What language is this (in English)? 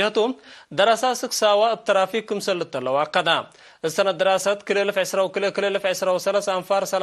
Tigre